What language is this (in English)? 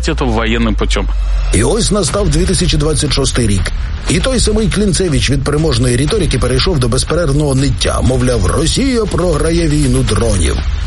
Ukrainian